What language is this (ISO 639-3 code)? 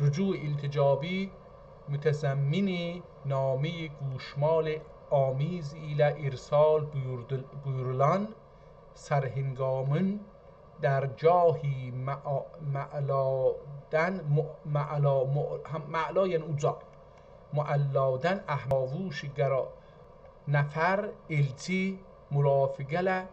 azb